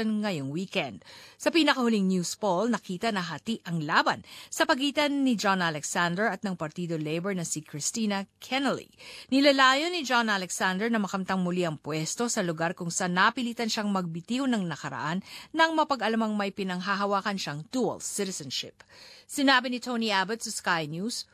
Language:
Filipino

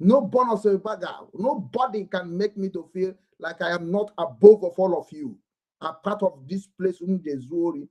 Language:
Igbo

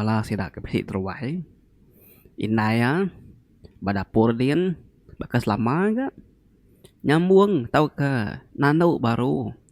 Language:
Iban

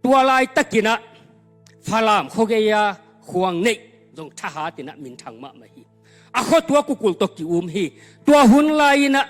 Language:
Tedim Chin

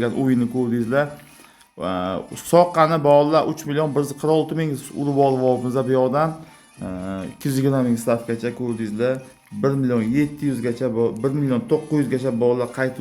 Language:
Uzbek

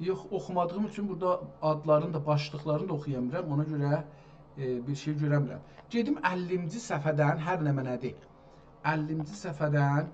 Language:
South Azerbaijani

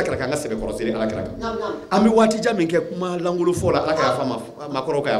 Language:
Bambara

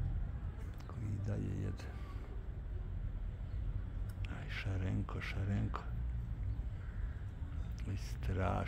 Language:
Serbian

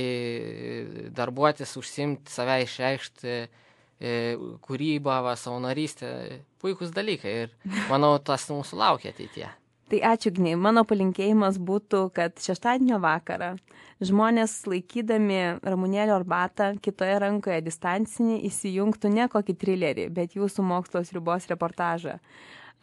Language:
Lithuanian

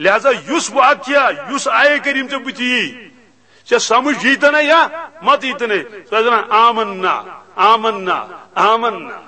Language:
Kashmiri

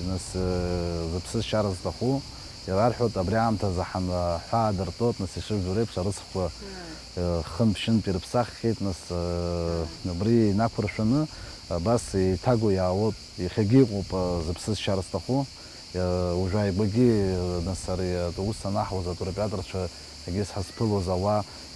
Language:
Abkhazian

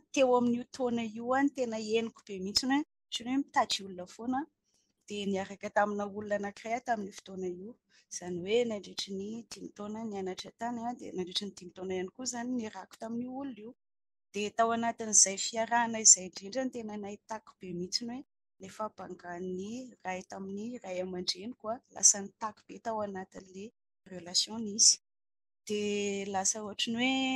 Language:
Malagasy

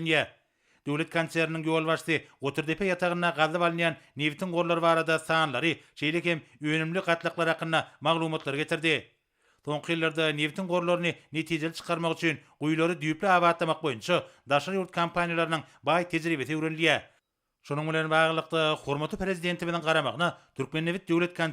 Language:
Turkmen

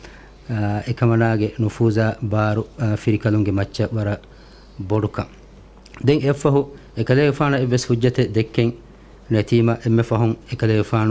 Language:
Divehi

